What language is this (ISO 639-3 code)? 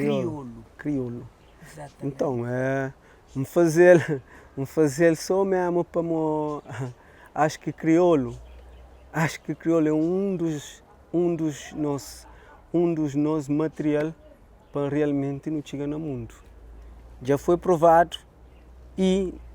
kea